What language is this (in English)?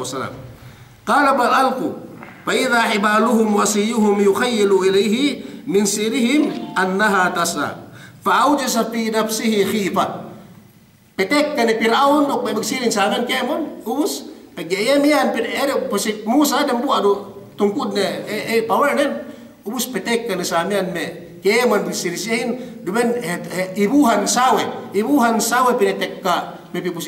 Yakan